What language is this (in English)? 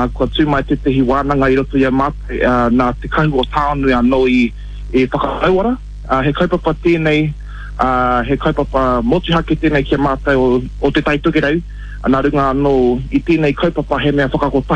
Māori